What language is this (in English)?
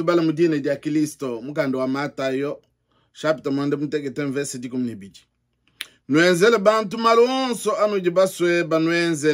Luba-Lulua